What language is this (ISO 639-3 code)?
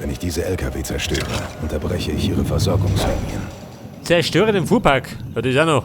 bar